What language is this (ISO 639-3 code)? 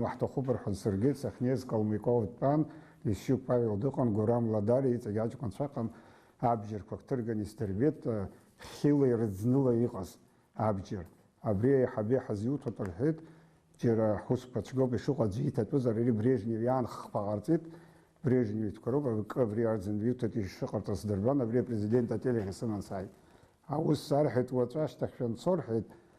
abk